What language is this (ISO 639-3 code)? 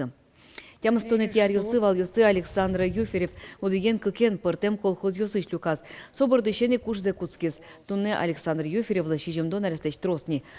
udm